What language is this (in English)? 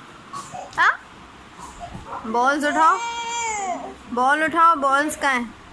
Hindi